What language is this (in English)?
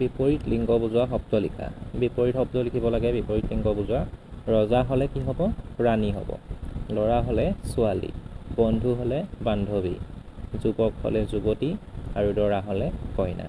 Assamese